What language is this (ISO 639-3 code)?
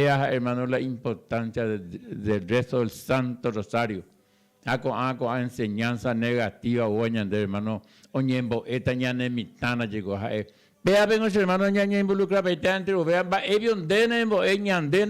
grn